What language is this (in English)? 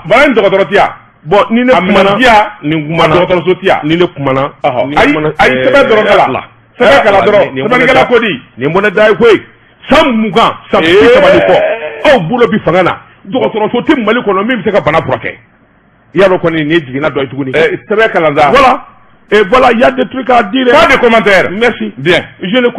Bambara